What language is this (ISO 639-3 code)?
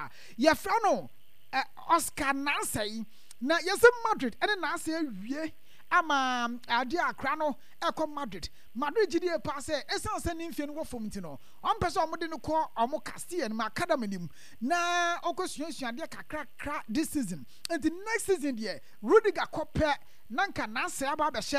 aka